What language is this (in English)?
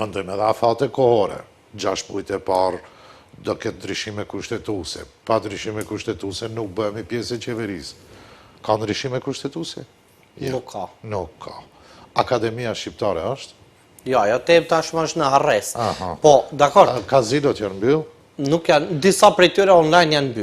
Albanian